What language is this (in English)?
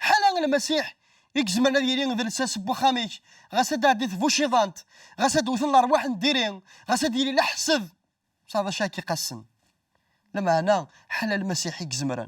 Kabyle